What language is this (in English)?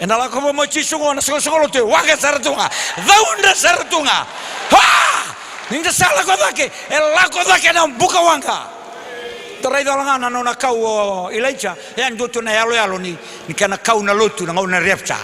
Fijian